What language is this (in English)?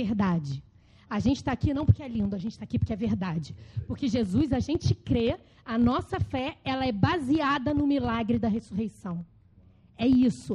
Portuguese